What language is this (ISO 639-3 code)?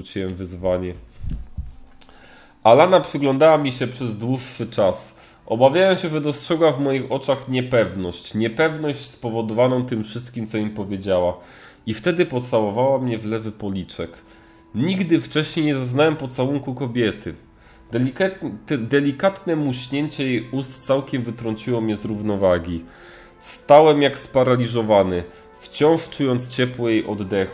pol